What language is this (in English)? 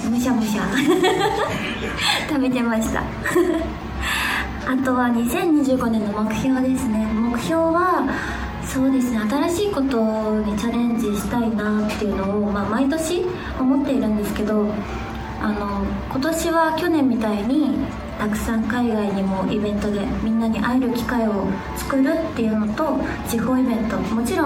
Japanese